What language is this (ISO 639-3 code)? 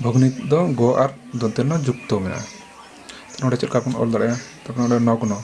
sat